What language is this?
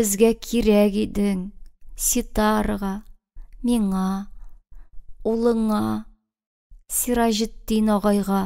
Tatar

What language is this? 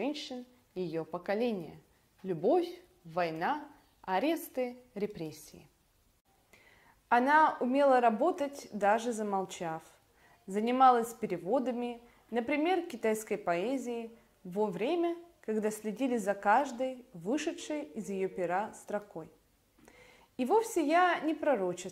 Russian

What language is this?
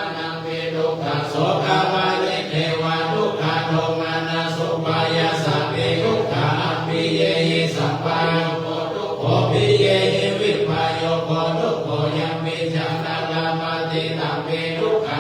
Pali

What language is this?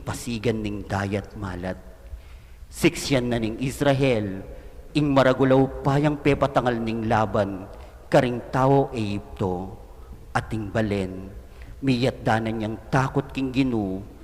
Pampanga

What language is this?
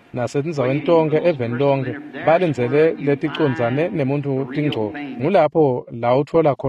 Swati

